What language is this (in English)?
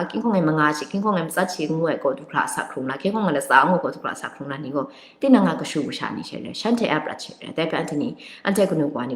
Kachin